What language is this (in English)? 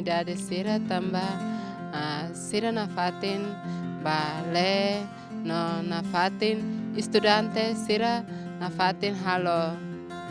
Tetum